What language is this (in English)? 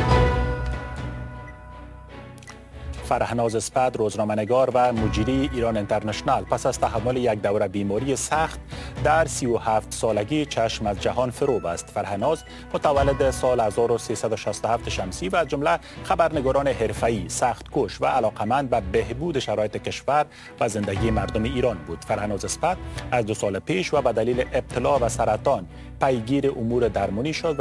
Persian